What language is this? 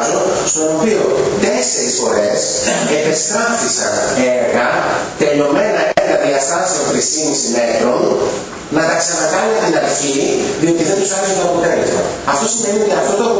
Greek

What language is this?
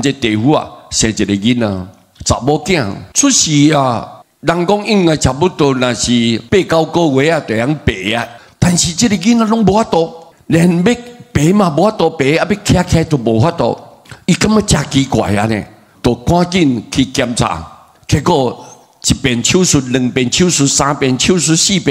Min Nan Chinese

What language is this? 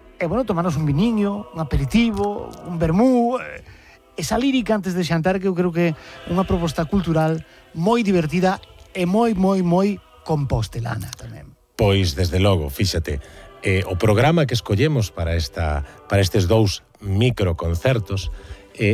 Galician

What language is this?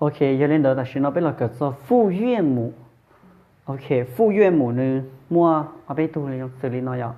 Hmong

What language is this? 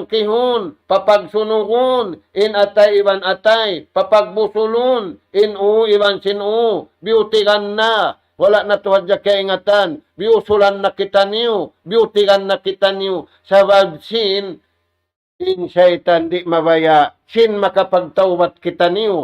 Tausug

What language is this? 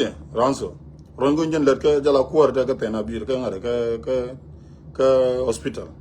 Nuer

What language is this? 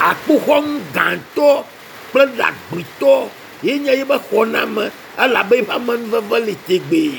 Ewe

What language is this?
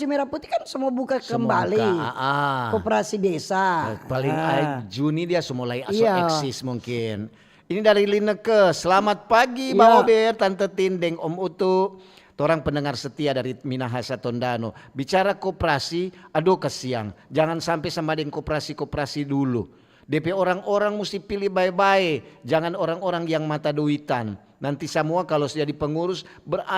Manado Malay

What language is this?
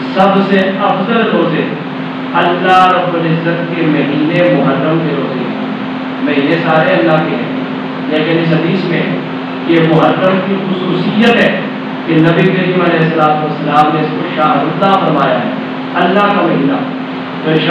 Urdu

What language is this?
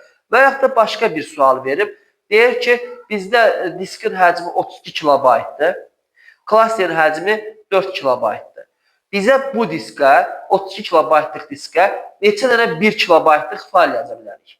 Azerbaijani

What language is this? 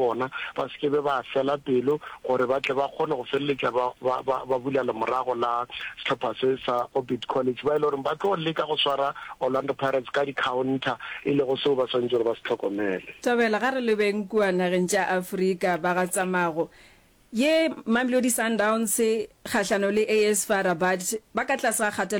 Northern Sotho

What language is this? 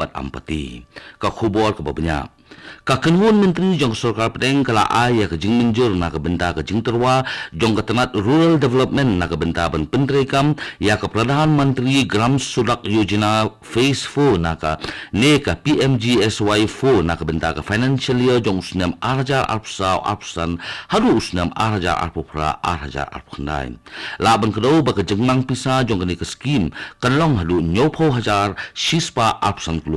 Khasi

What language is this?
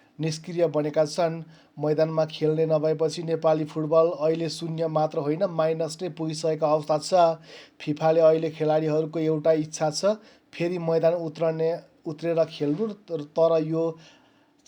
Nepali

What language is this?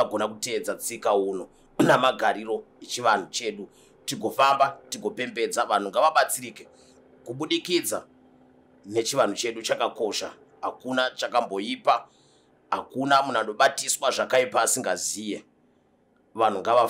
Shona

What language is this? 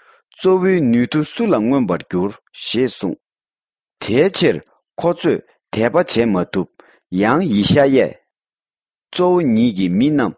Tibetan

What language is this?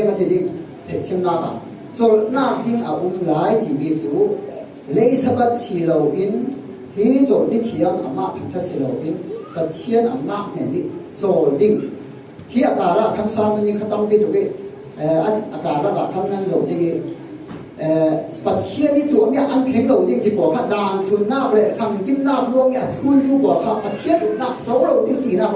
Falam Chin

